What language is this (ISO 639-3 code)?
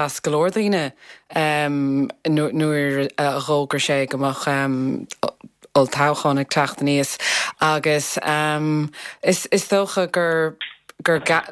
gle